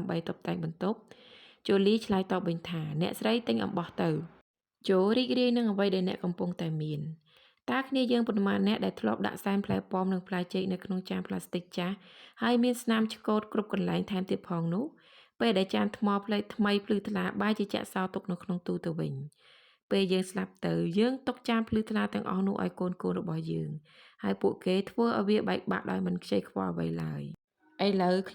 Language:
Khmer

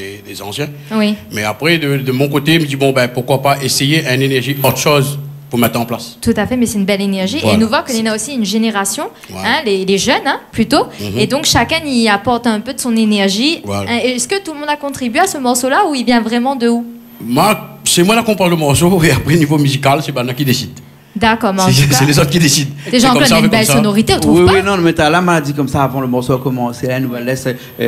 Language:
Réunion Creole French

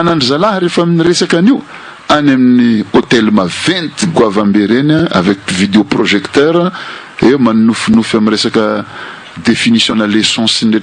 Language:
Malagasy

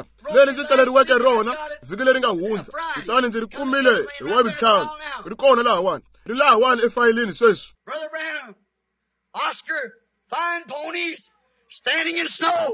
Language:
Tsonga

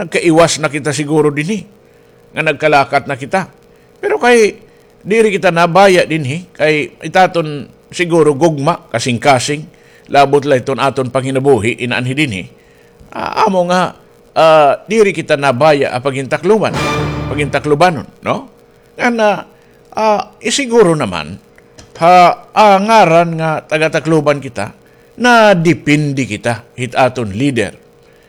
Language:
Waray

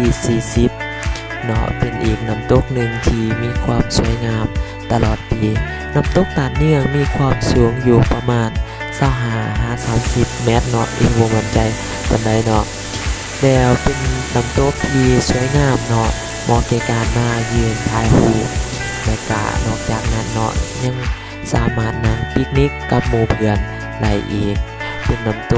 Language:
Lao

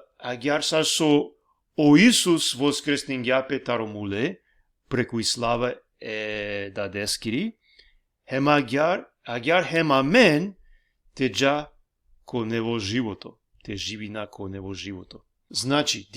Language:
Balkan Romani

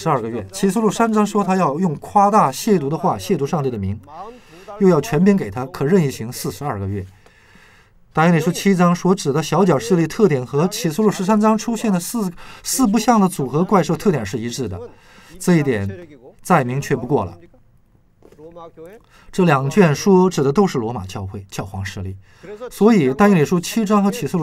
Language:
Chinese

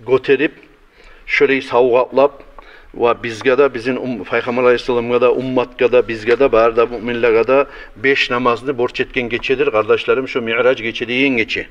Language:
Kumyk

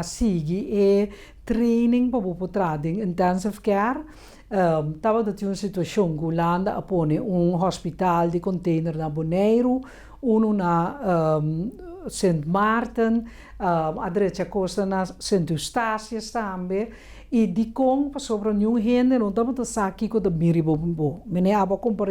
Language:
Papiamento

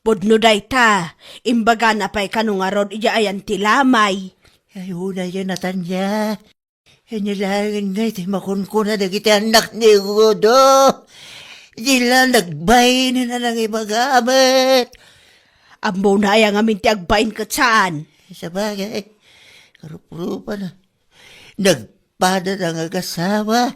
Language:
Iloko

